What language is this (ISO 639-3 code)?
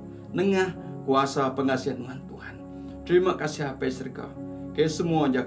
iba